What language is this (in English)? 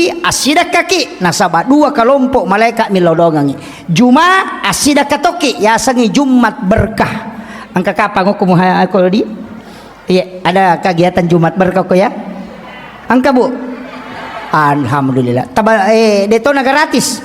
Buginese